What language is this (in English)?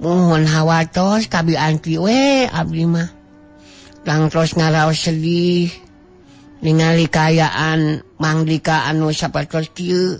Sundanese